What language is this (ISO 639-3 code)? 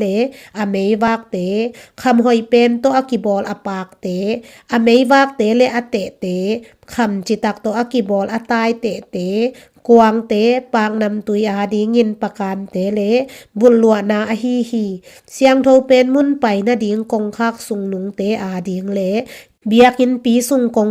ctd